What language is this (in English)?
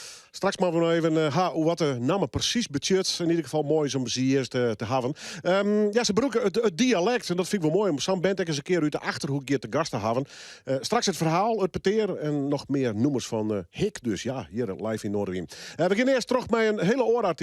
Western Frisian